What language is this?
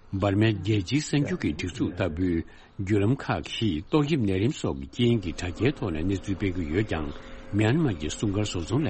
Tibetan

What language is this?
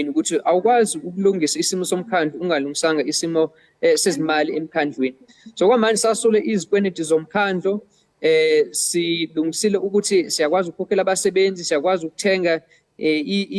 Zulu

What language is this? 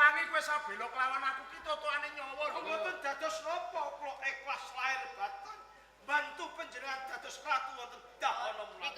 Javanese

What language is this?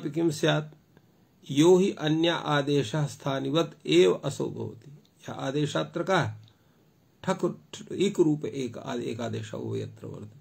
Sanskrit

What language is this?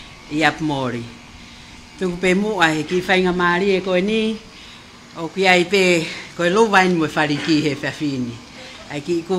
Tongan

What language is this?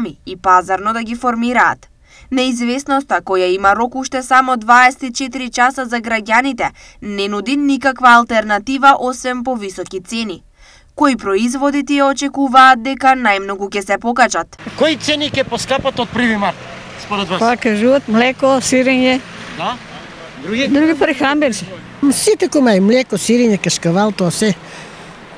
Macedonian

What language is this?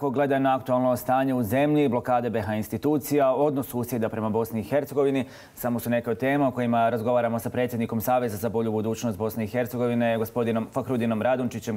Bosnian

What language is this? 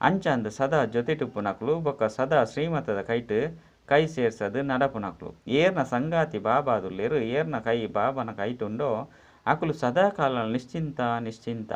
Tulu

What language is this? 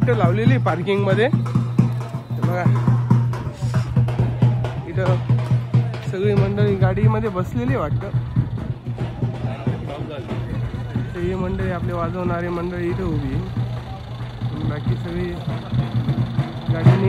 Marathi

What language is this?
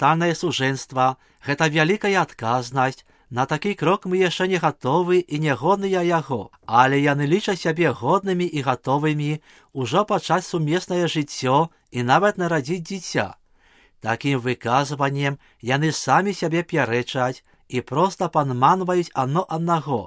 Belarusian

